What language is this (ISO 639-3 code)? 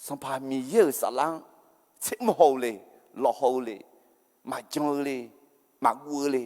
ahk